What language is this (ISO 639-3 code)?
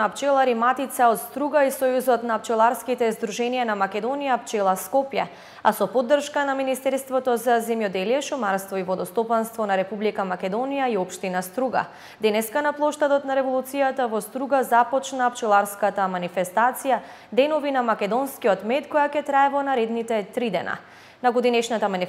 mkd